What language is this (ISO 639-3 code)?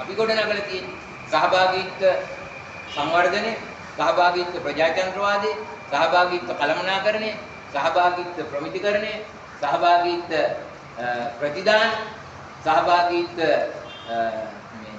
sin